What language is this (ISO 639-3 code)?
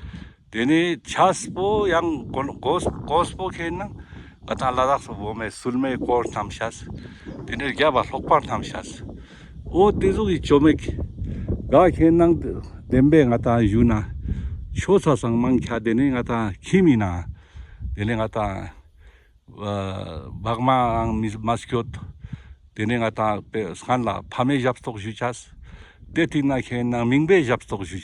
lbj